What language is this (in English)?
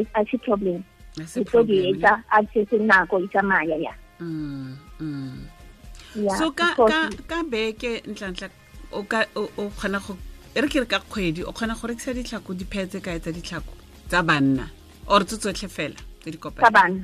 Tswana